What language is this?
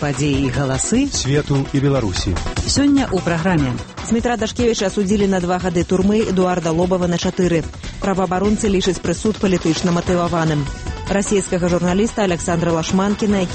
Belarusian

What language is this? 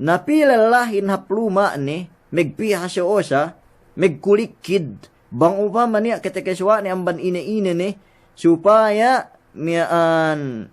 Yakan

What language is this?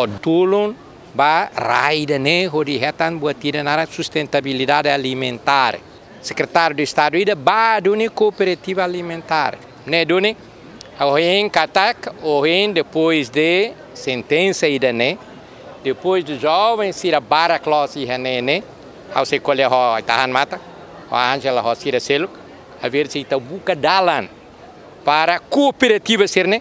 Tetum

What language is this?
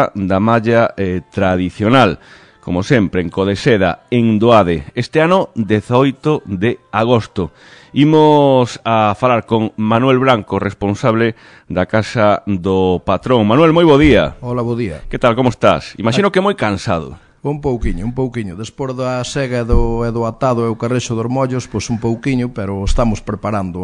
Galician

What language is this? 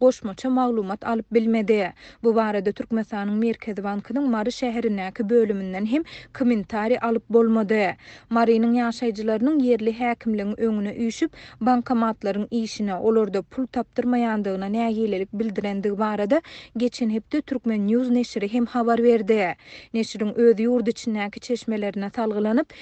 Turkmen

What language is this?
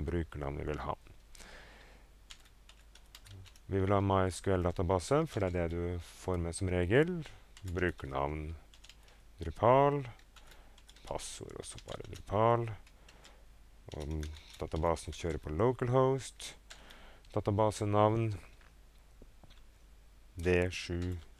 Norwegian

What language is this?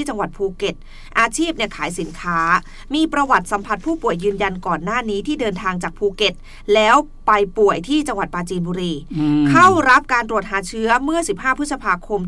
Thai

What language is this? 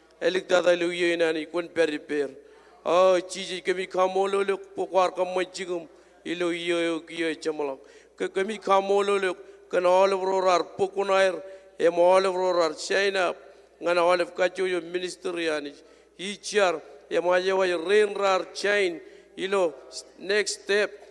Marshallese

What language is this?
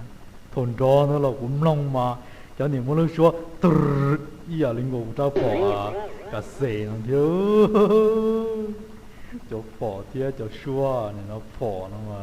Hmong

